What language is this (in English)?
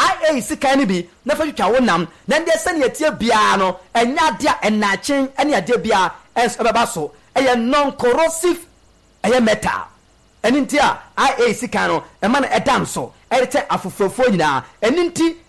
Akan